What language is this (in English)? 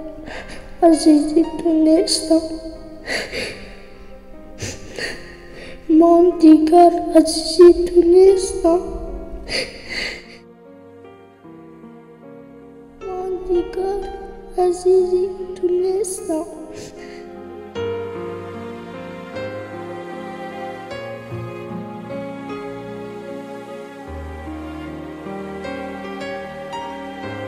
Persian